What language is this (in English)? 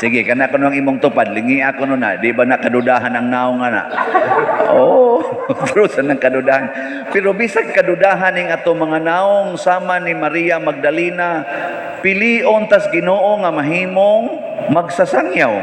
Cebuano